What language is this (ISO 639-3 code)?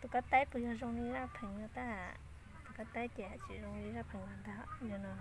hmn